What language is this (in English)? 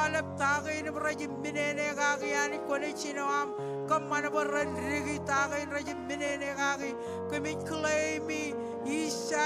Marshallese